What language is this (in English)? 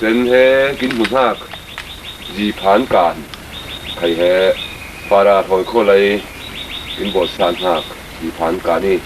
Falam Chin